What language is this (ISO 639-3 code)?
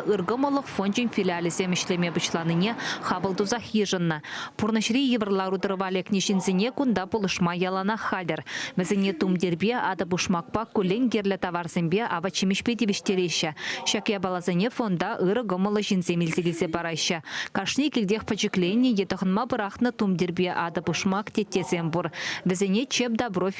chv